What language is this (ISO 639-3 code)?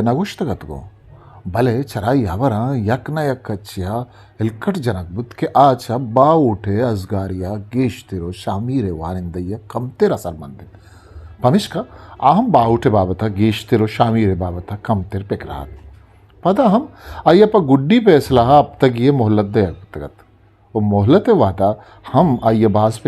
bgp